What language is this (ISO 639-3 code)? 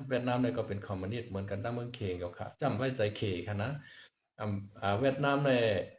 shn